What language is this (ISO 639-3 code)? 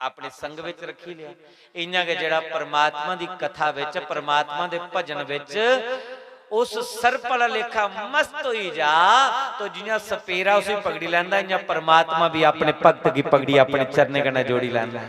doi